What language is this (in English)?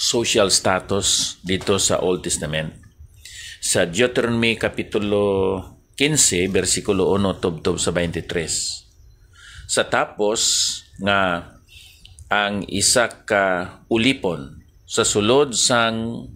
Hiligaynon